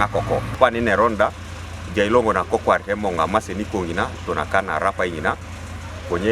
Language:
Teso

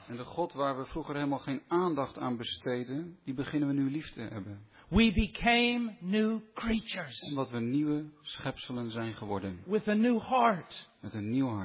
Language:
Dutch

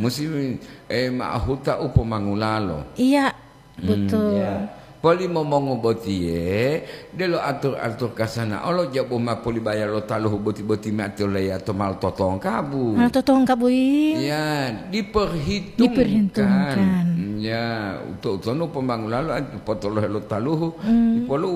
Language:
Gorontalo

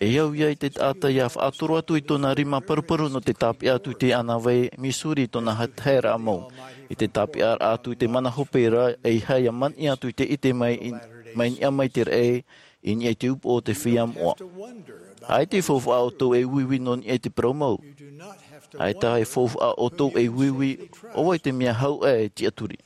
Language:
Tahitian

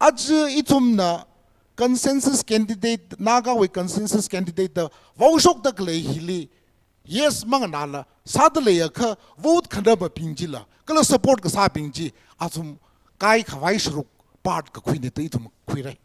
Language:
Tangkhul Naga (India)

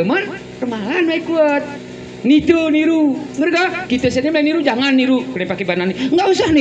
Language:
Gayo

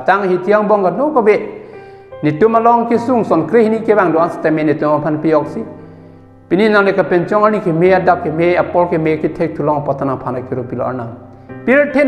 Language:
Karbi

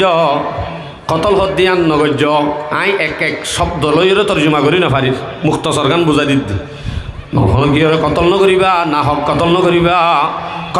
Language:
Rohingya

